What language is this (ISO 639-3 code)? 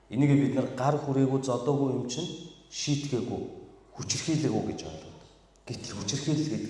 mon